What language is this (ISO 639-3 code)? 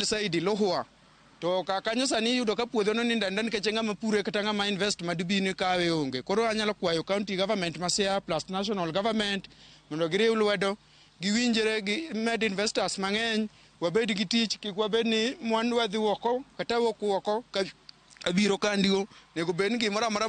luo